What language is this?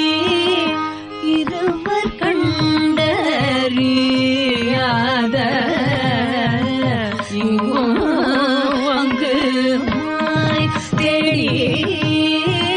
Tamil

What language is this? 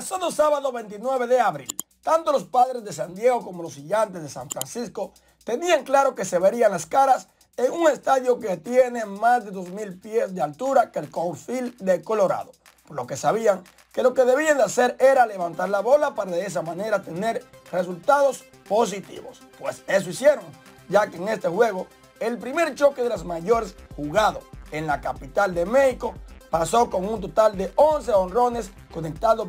Spanish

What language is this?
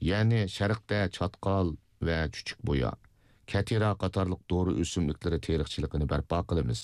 Uyghur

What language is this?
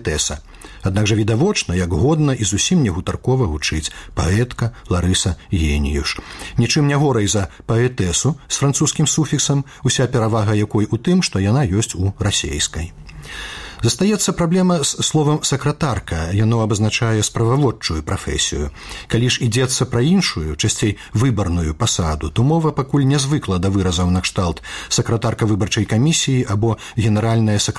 Belarusian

